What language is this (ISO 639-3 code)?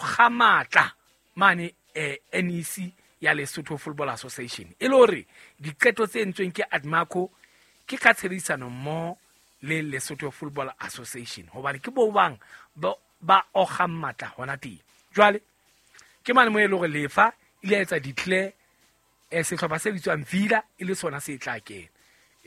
sot